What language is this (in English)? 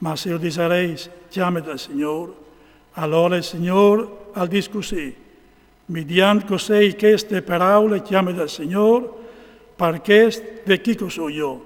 Friulian